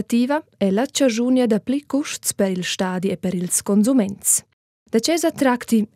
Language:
Romansh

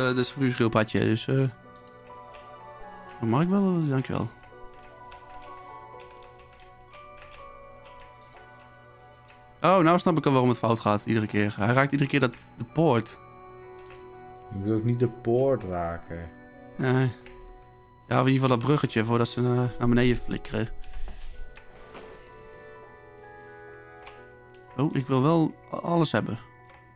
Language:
Dutch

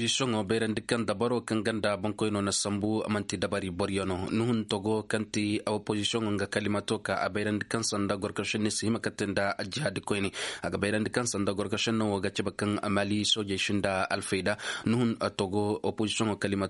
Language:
Koyraboro Senni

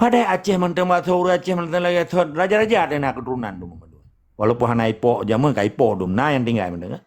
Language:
Achinese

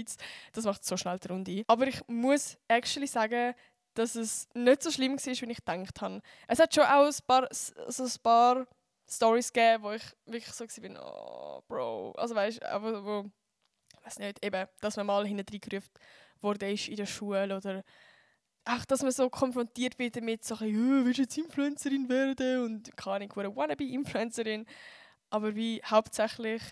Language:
Swiss German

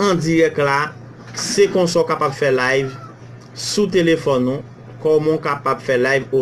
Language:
Haitian Creole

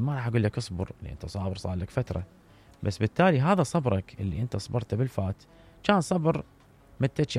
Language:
Mesopotamian Arabic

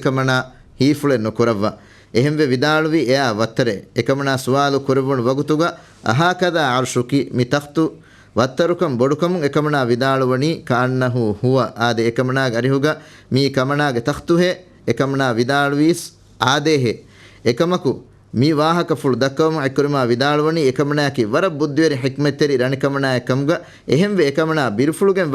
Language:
Divehi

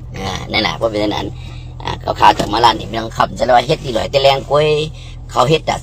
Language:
Shan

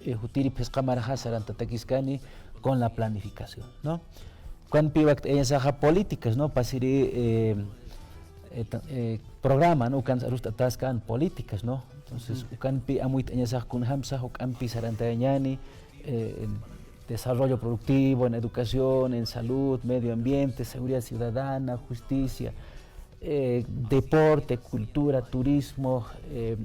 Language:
Aymara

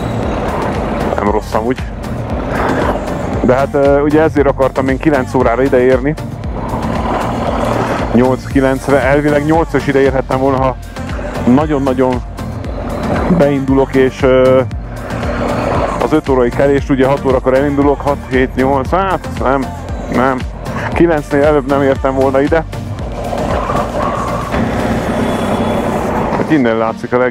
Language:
Hungarian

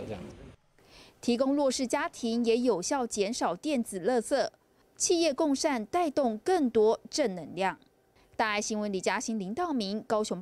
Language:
Chinese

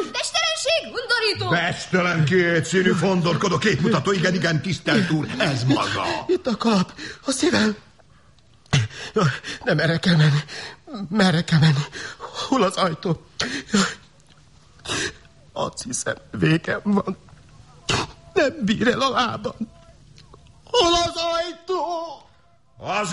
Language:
Hungarian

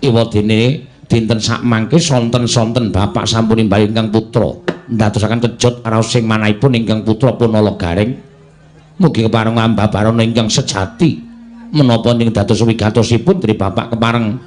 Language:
Javanese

